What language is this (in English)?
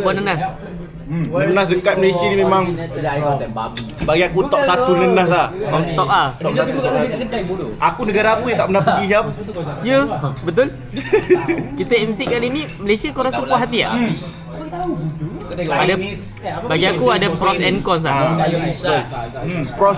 Malay